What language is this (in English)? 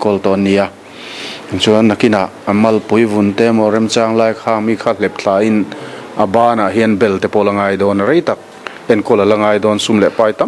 Mizo